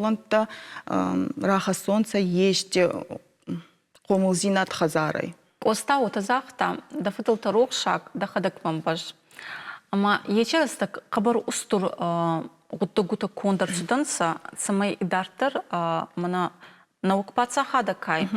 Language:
Ossetic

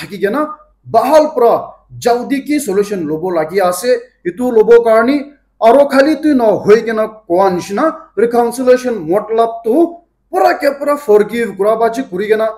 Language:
Naga Pidgin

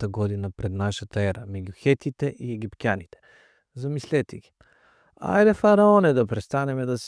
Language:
Macedonian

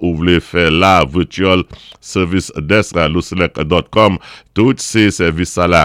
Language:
Saint Lucian Creole French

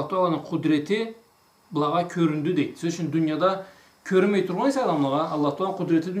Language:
Karachay-Balkar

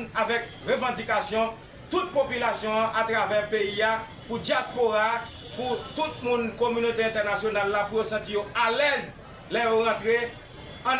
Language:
Haitian Creole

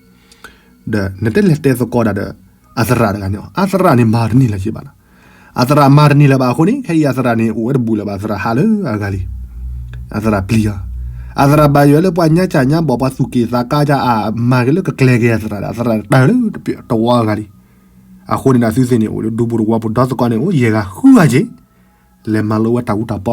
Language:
S'gaw Karen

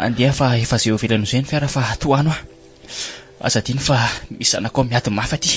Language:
Malagasy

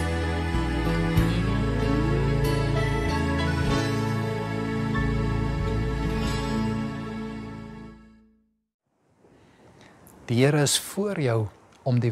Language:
Afrikaans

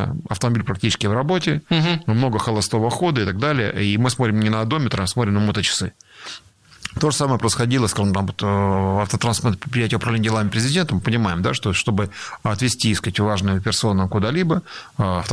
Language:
Russian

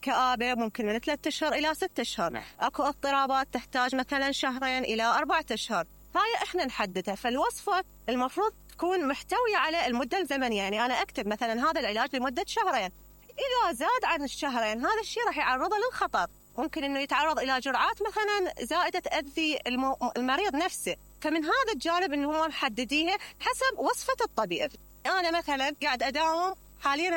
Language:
Mesopotamian Arabic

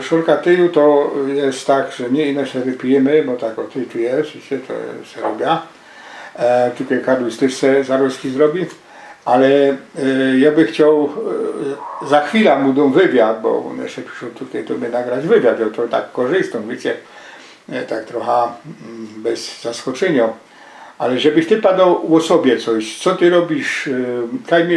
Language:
Silesian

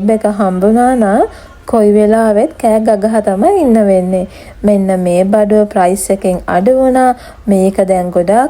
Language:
Sinhala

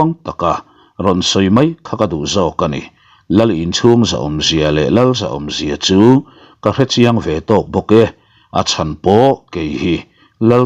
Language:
Mizo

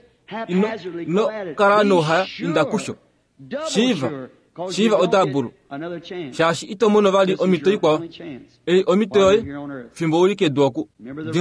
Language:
Kuanyama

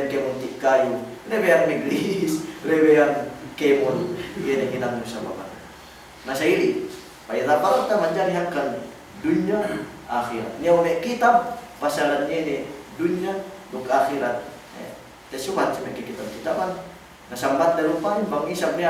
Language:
Yakan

